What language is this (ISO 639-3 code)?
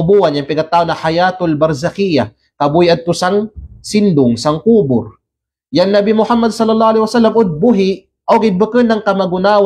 kqe